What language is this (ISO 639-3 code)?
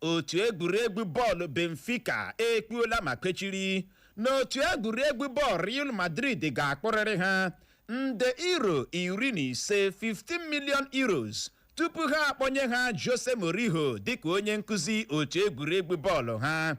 ibo